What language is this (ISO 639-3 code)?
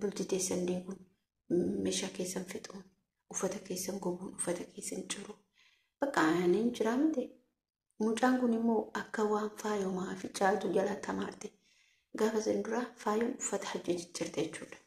orm